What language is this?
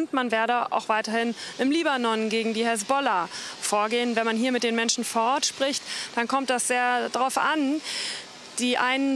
German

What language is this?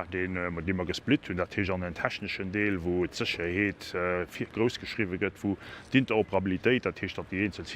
Luxembourgish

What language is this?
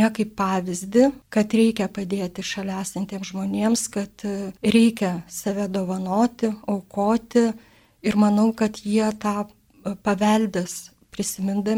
Lithuanian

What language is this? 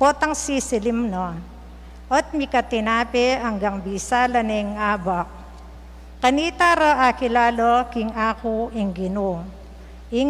Pampanga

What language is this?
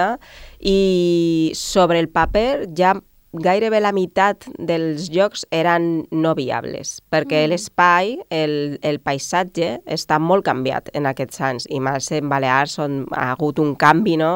Catalan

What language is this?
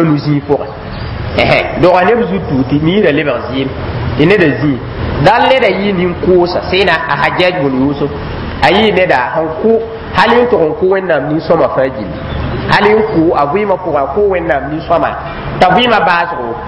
Mossi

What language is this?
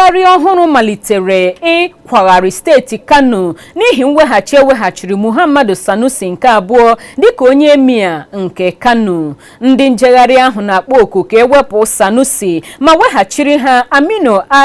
Igbo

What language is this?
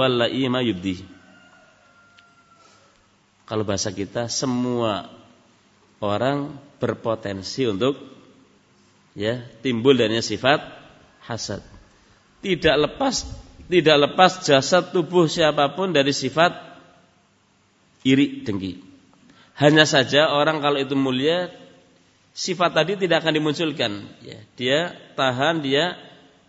Indonesian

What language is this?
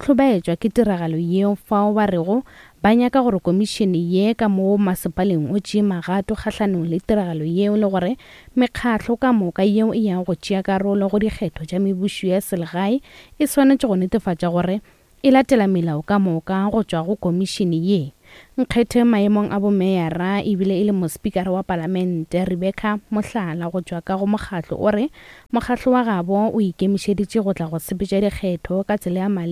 Northern Sotho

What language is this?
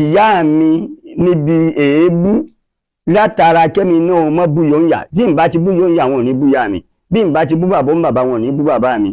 Yoruba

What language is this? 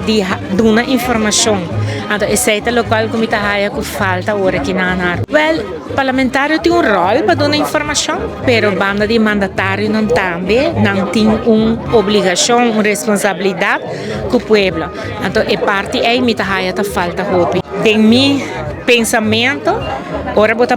Papiamento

